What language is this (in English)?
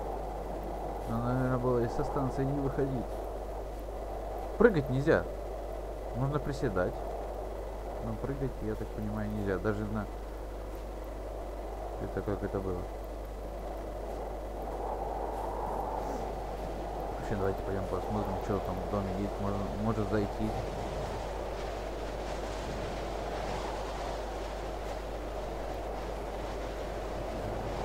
Russian